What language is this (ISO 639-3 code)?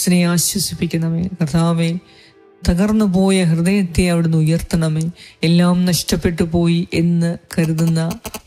mal